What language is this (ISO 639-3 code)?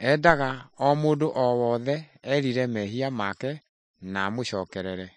kik